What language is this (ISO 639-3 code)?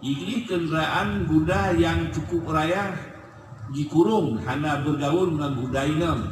ace